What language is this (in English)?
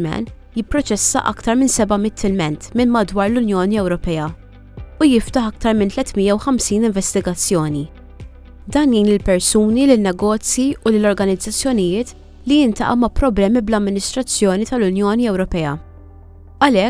Maltese